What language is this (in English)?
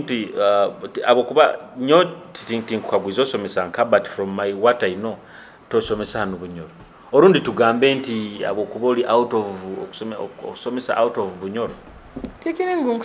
Nyoro